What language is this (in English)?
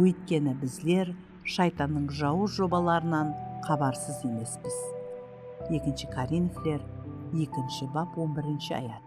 Kara-Kalpak